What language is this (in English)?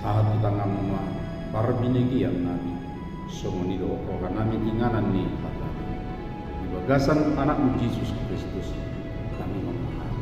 Batak Toba